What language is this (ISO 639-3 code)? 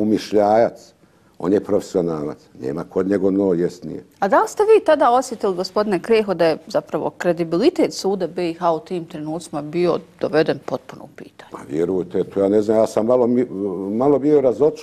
bos